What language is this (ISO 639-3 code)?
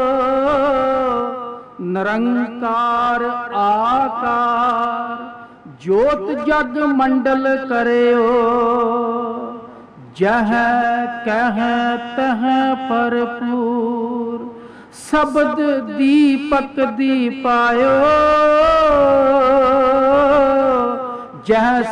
pan